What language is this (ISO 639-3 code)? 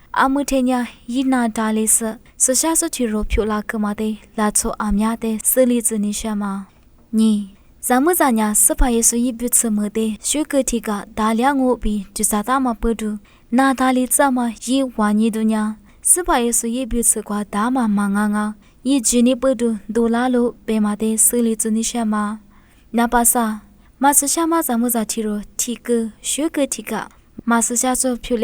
lis